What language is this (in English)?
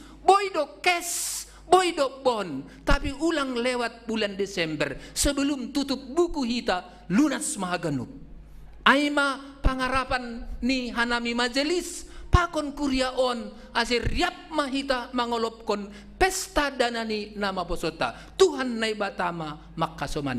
Batak Simalungun